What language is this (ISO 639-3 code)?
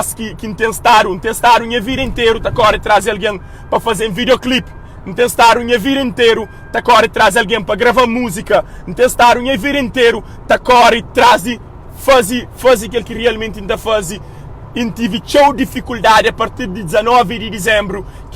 kea